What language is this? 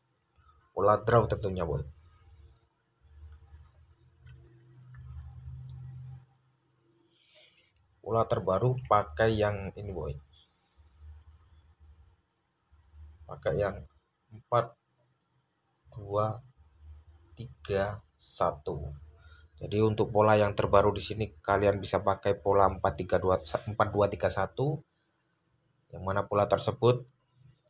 Indonesian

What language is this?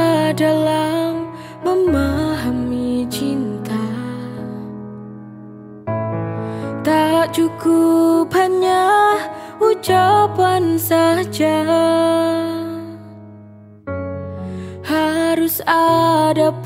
Indonesian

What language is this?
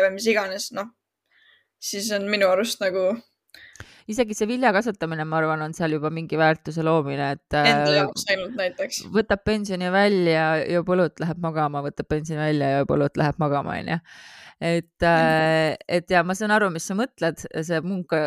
Estonian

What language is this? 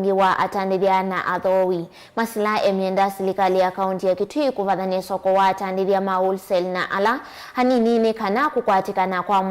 Kamba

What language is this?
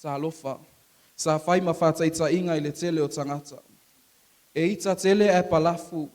Samoan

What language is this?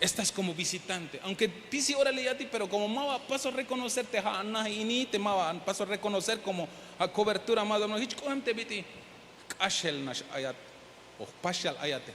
Tzeltal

